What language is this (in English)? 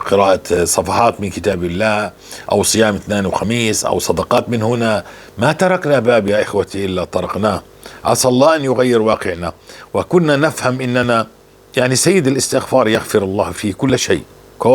North Levantine Arabic